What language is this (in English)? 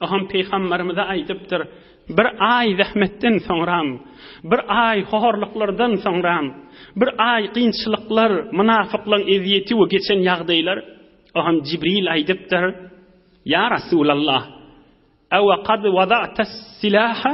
Turkmen